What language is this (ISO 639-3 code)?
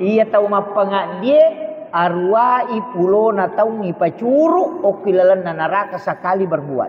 bug